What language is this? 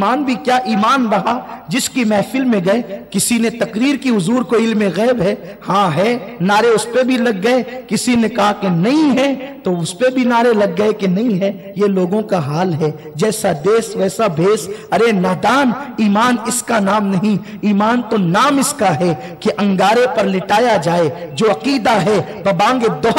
Urdu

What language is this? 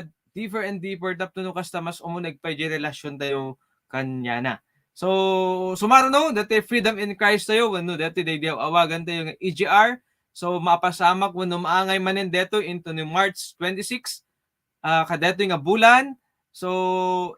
Iloko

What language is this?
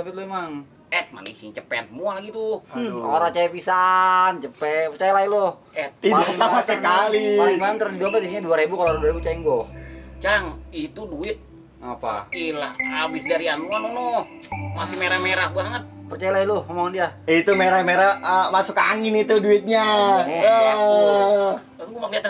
Betawi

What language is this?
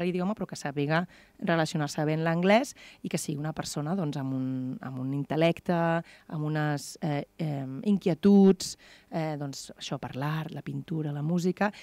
Catalan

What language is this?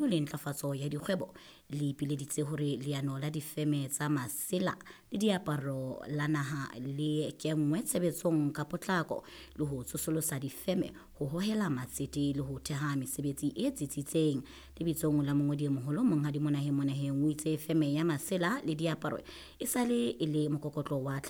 Southern Sotho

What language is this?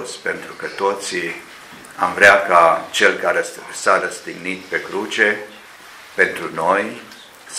Romanian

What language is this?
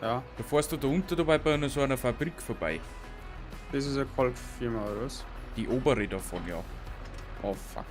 Bavarian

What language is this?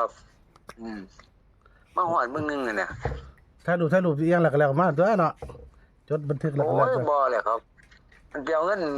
Northeastern Thai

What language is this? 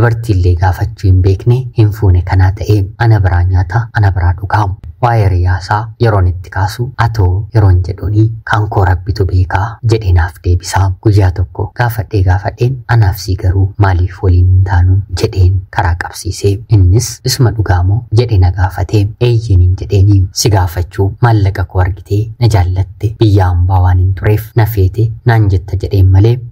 Oromo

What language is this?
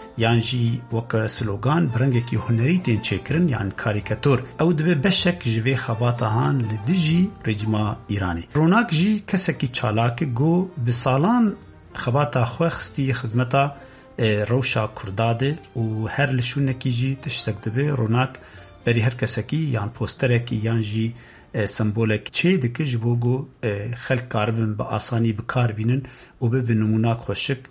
Kurdish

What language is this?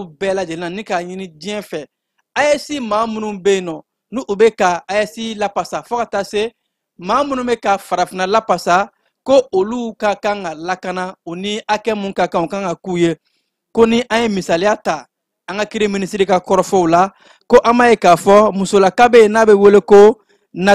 Bambara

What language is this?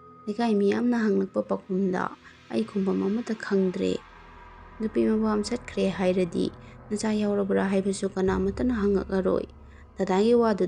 Manipuri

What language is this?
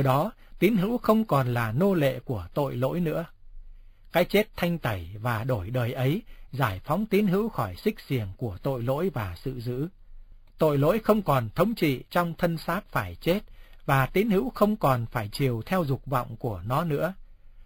Vietnamese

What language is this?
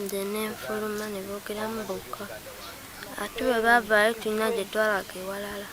Ganda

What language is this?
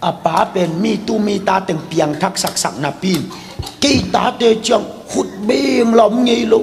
Tedim Chin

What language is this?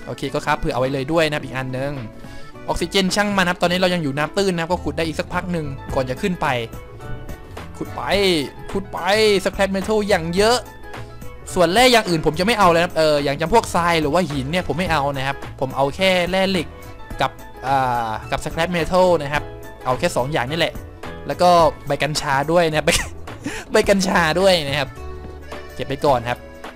Thai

